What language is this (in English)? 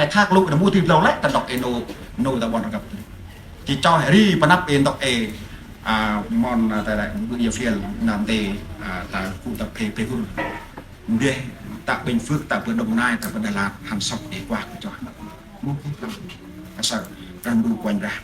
Central Mnong